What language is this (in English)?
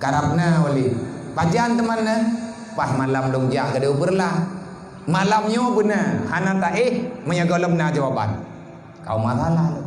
Achinese